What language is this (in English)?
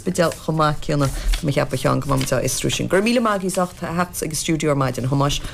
Irish